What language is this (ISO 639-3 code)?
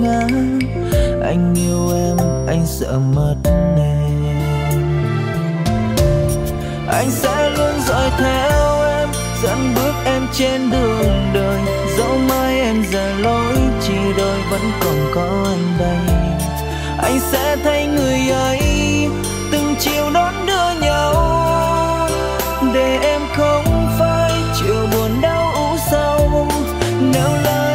vie